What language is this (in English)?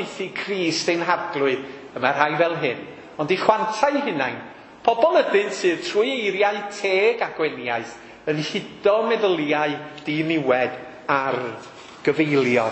Welsh